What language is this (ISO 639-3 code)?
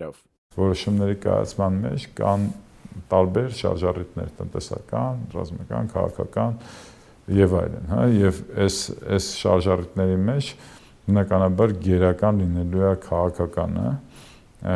hye